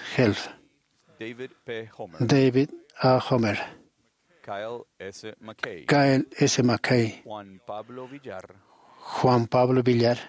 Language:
Aymara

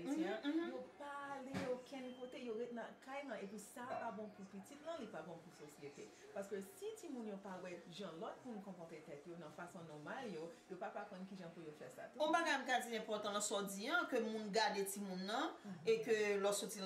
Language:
Haitian Creole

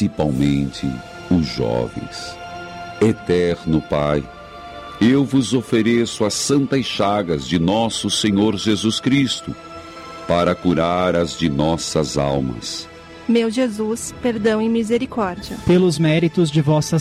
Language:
Portuguese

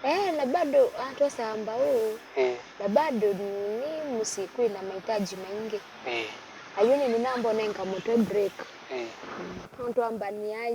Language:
Kamba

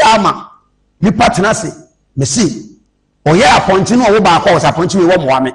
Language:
Akan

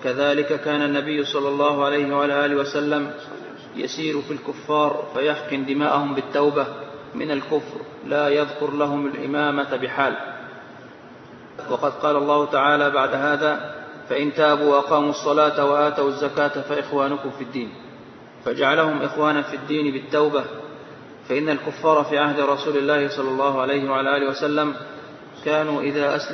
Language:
Arabic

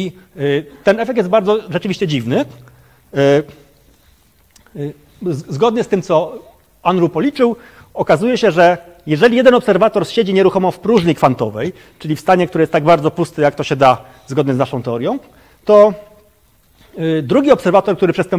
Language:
Polish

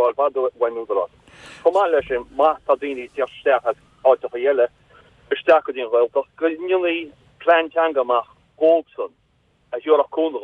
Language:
Irish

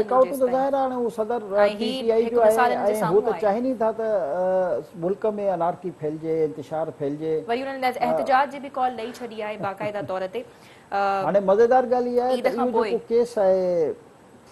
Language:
Sindhi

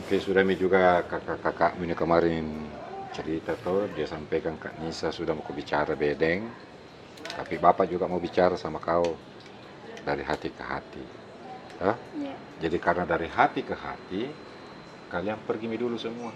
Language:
Makassar Malay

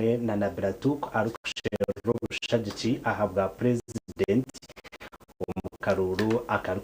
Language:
Nyankole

